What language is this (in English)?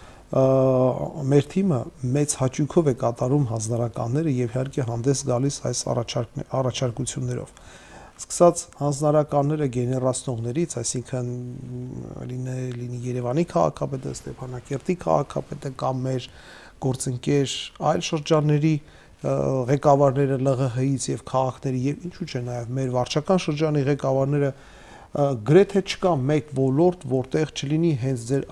Armenian